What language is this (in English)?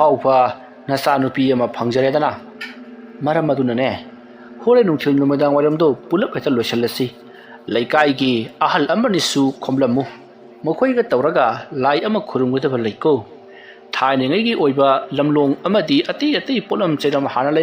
Manipuri